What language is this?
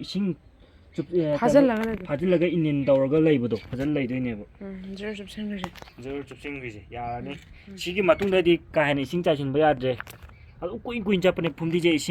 Manipuri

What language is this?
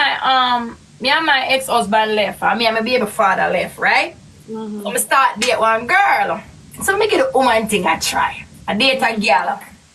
Jamaican Creole English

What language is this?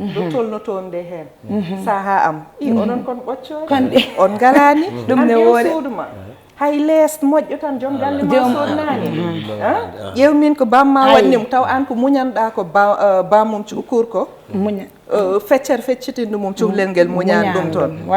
Fula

